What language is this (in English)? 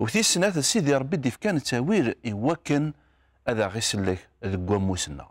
Kabyle